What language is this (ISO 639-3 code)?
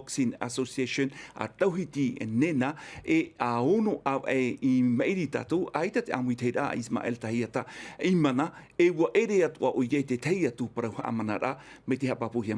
tah